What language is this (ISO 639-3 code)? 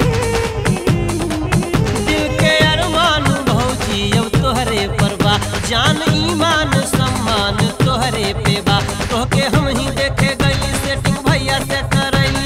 bho